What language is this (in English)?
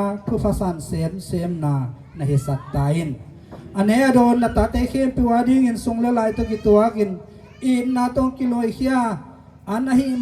Tedim Chin